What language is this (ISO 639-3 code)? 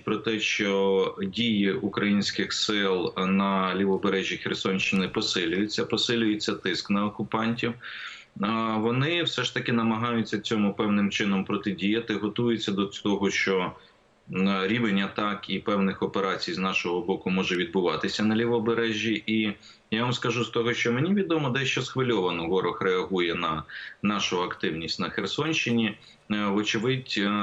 ukr